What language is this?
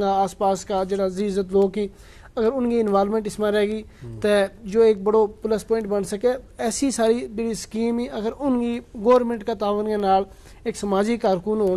Gujari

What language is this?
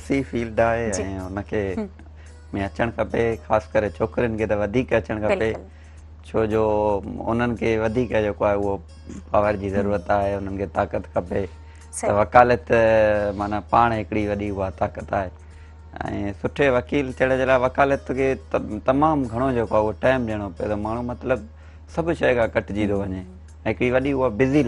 Sindhi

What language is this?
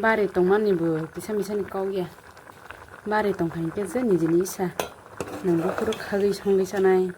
Kok Borok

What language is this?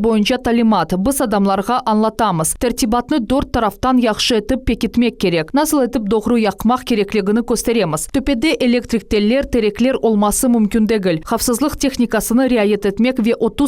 Crimean Tatar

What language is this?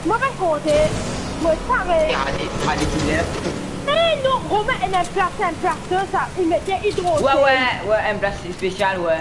Morisyen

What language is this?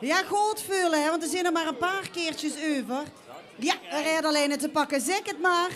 Limburgish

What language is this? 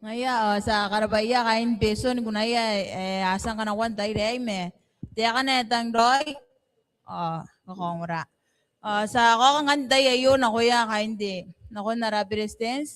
Gilbertese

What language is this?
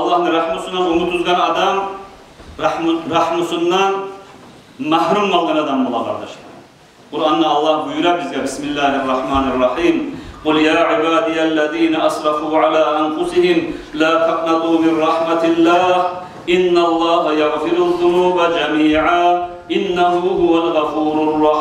Kumyk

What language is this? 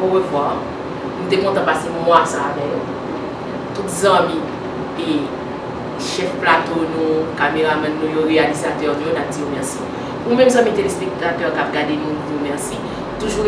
Haitian Creole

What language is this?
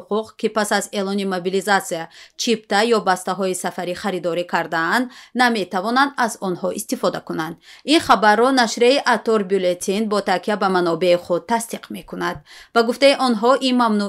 Tajik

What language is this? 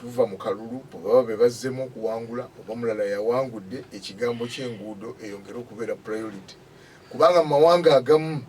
Ganda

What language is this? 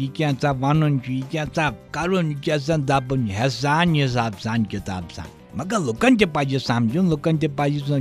Kashmiri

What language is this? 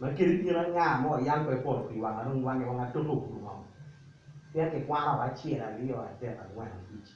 Acoli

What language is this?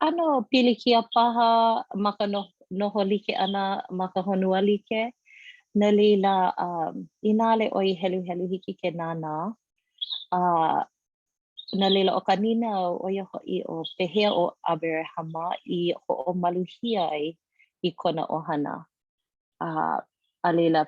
Hawaiian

